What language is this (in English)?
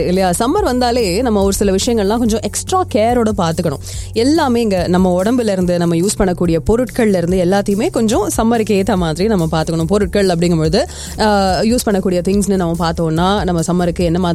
Tamil